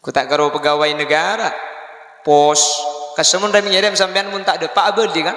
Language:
Madurese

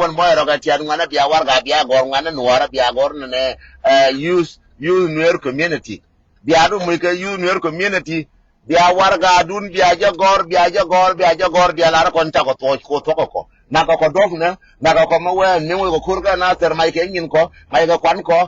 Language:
Nuer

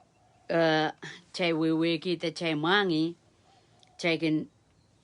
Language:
Pohnpeian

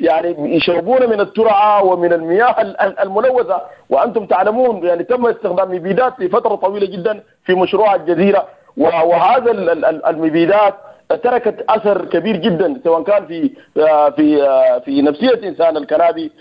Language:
Sudanese Arabic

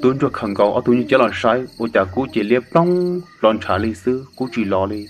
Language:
Hmong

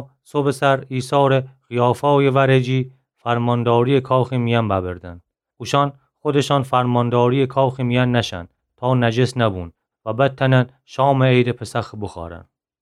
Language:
Gilaki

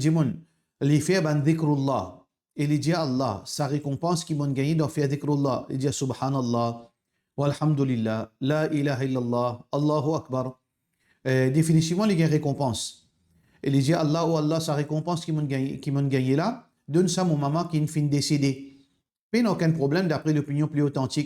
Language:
Morisyen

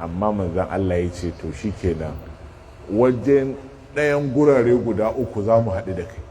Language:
Hausa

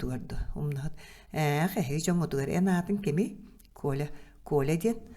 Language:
Yakut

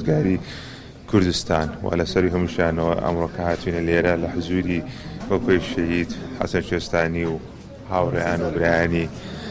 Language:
Central Kurdish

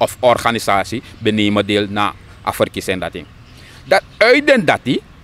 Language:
Sranan Tongo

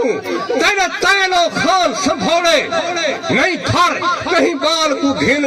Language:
Saraiki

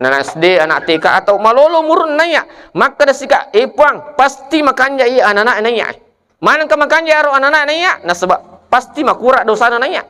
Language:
Buginese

